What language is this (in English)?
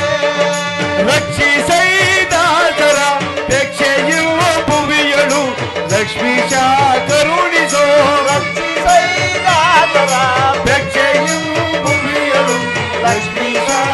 Kannada